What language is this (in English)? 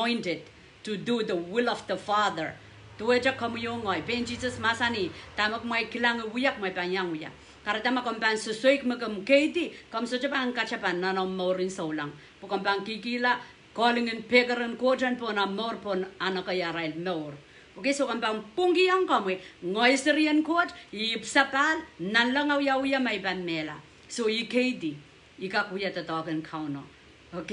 Pohnpeian